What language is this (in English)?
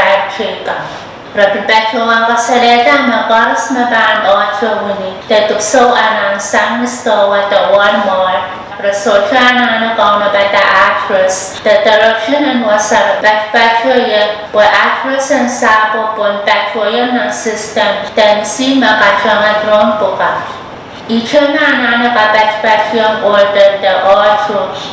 Pohnpeian